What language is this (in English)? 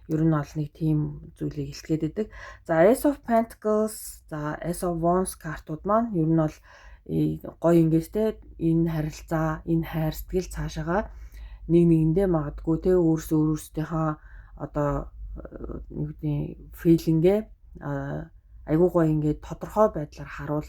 Mongolian